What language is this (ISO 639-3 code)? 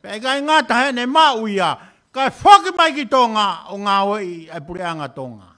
ton